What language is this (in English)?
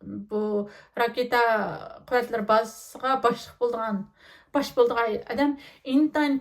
Uyghur